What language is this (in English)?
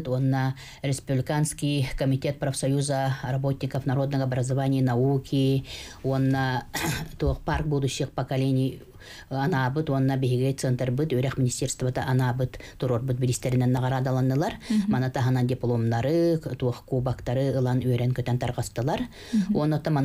Yakut